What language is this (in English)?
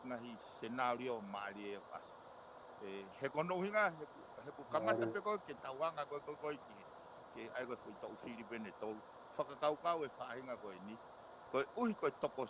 Tongan